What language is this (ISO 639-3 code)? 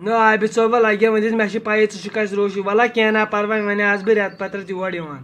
kas